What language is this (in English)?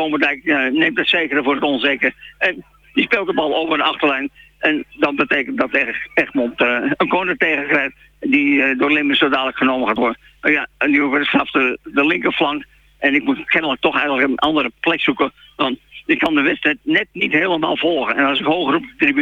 Dutch